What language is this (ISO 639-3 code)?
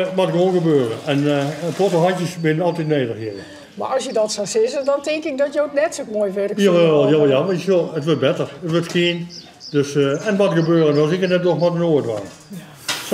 fry